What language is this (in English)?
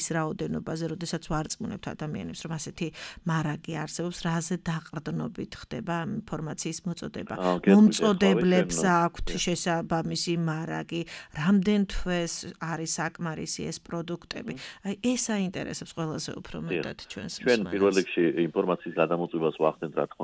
Georgian